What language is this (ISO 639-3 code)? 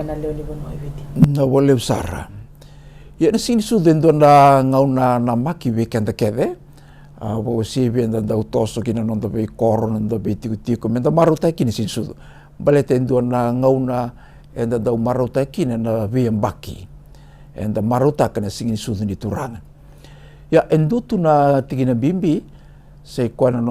fij